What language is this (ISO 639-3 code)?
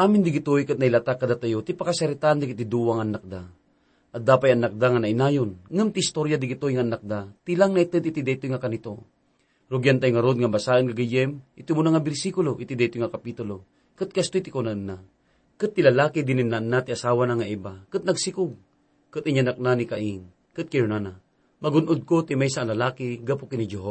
ilo